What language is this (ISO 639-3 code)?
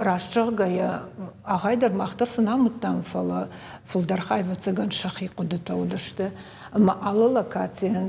oss